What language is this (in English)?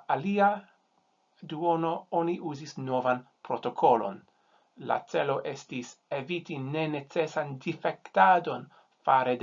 Esperanto